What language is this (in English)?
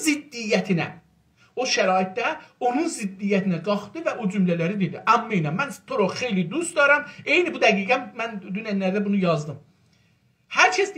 South Azerbaijani